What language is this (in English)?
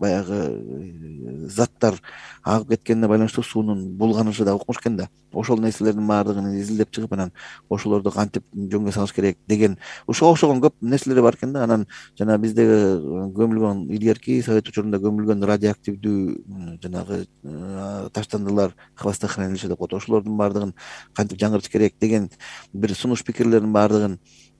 Kyrgyz